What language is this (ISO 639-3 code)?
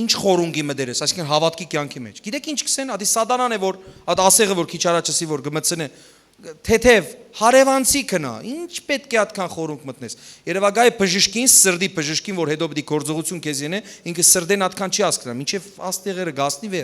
hyw